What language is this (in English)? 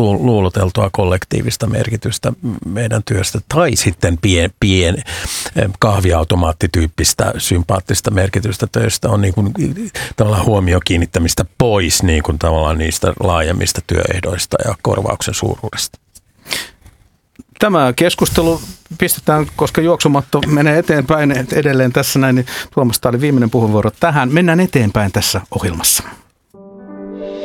Finnish